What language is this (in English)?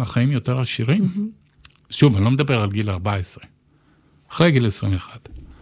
Hebrew